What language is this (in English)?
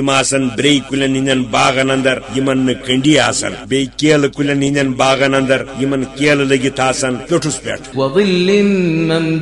Kashmiri